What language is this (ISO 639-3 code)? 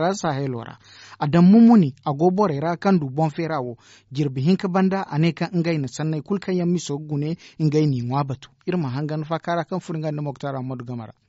dje